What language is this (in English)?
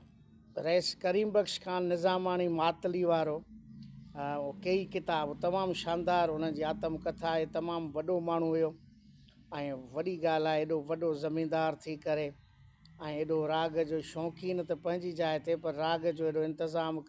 Sindhi